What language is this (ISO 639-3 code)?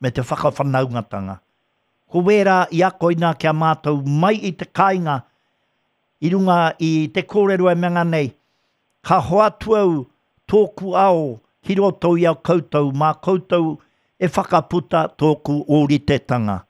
mri